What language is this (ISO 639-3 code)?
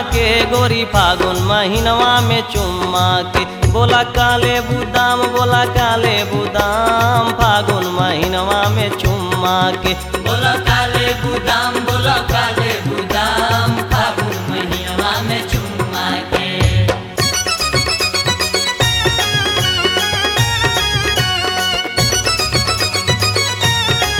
bho